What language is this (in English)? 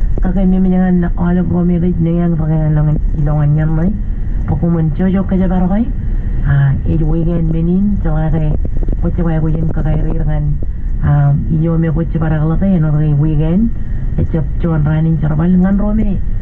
Marshallese